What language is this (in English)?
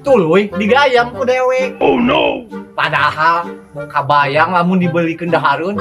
Sundanese